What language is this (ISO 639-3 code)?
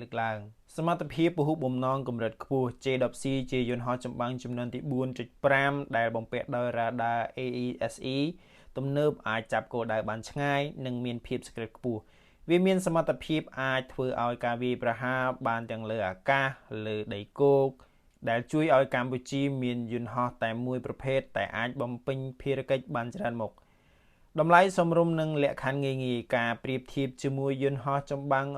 khm